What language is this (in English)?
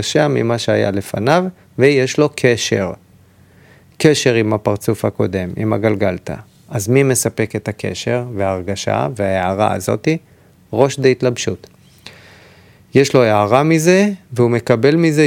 Hebrew